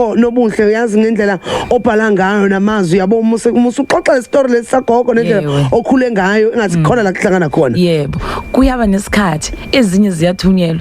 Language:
Zulu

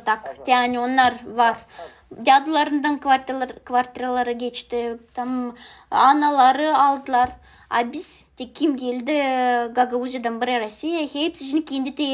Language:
Gagauz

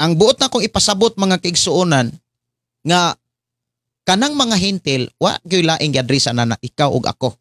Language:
Cebuano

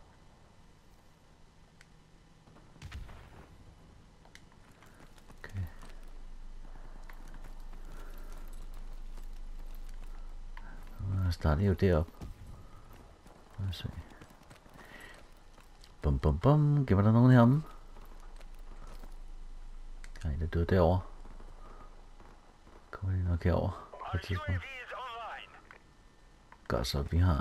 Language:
Danish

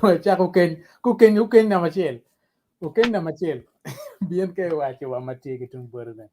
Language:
Acoli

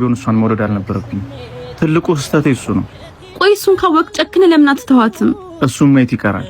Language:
Amharic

